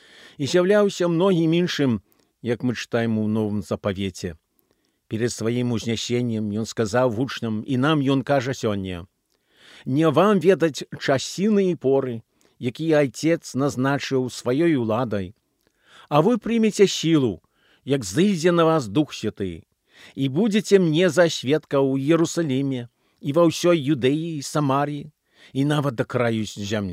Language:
Belarusian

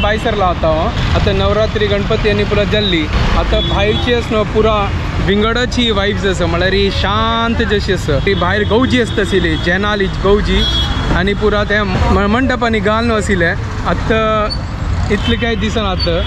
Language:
Konkani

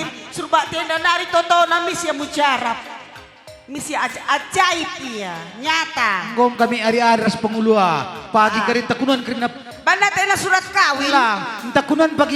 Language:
Batak Karo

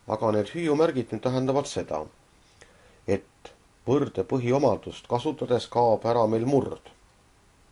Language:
Estonian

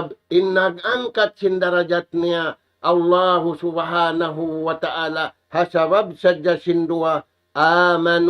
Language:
Tausug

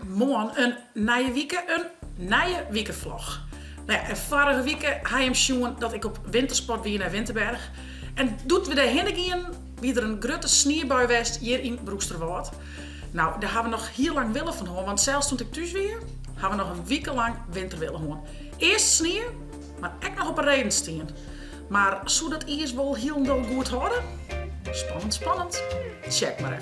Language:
Western Frisian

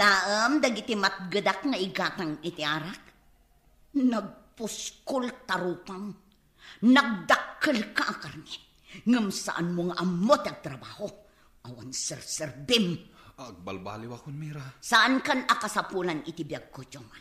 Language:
Iloko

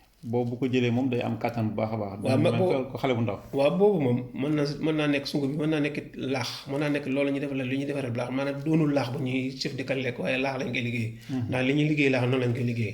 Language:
Wolof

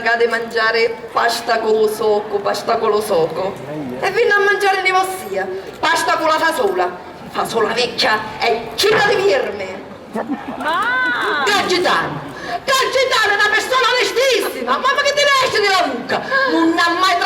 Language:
Sicilian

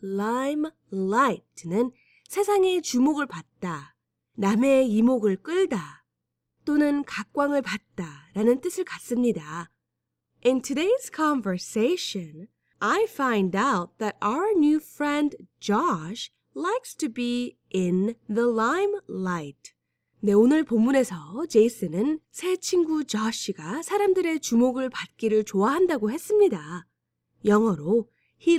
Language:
Korean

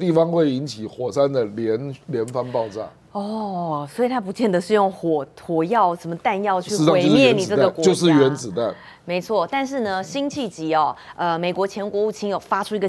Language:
Chinese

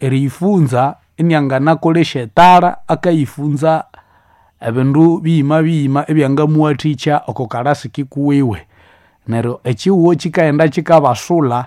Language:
Nande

